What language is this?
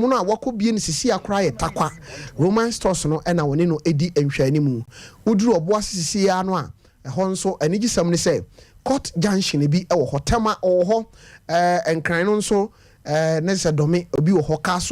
Akan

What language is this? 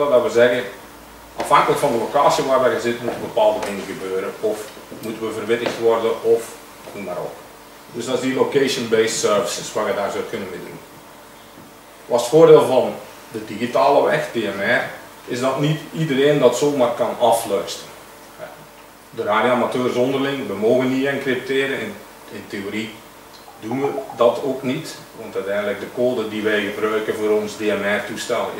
Dutch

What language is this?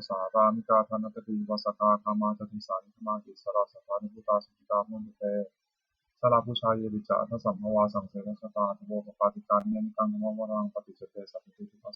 Pali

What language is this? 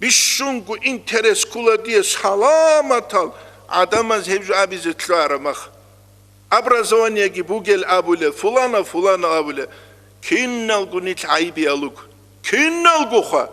Avaric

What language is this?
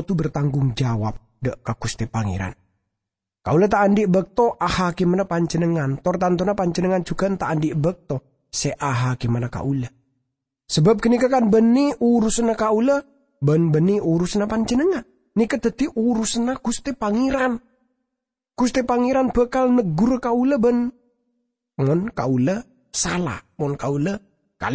Madurese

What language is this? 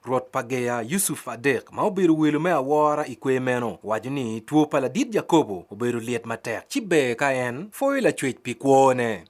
Acoli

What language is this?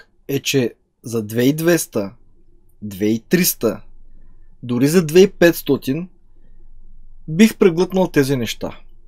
Bulgarian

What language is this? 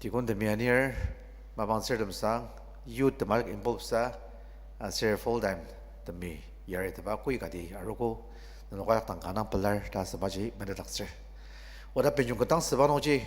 Ao Naga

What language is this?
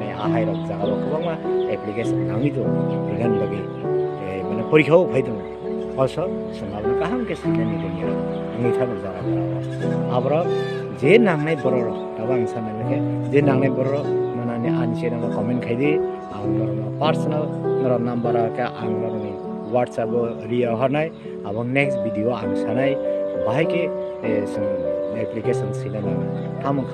Kok Borok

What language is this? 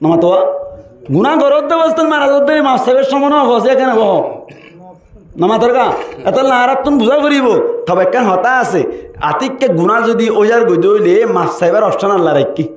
Rohingya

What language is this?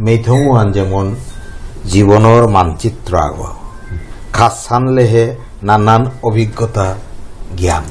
Bishnupriya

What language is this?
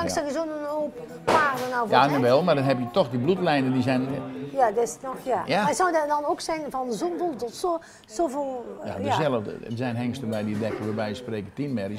Dutch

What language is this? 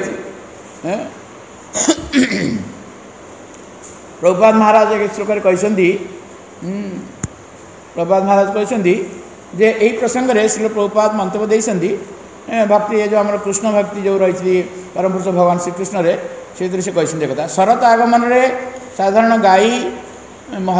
Odia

